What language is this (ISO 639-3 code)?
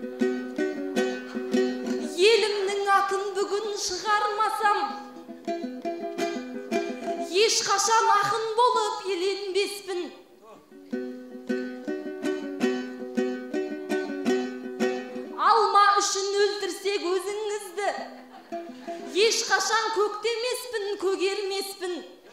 kaz